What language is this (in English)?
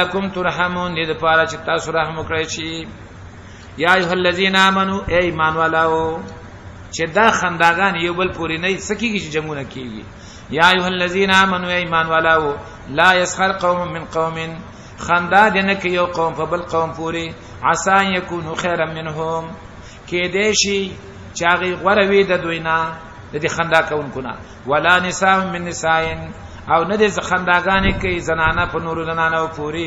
Pashto